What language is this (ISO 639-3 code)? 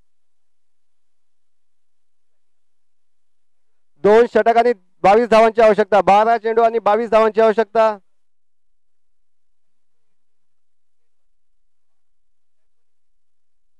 mar